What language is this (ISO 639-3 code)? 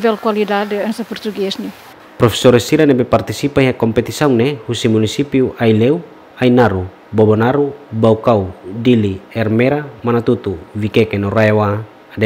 tet